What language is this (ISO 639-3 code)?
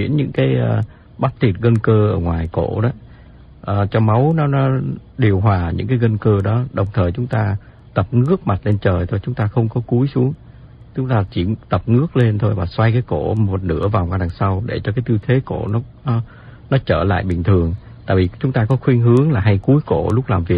vie